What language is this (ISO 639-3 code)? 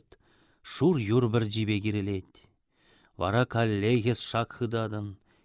chv